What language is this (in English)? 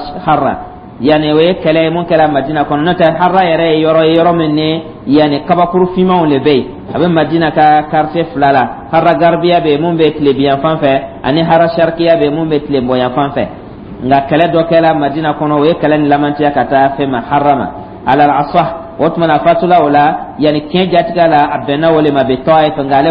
Dyula